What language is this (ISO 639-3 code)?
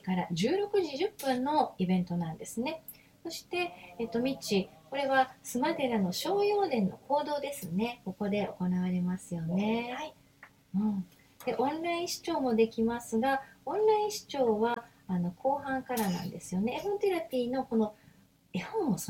jpn